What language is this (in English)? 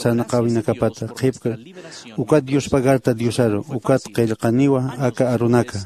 Aymara